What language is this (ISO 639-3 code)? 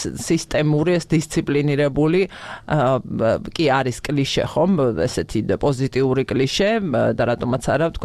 kat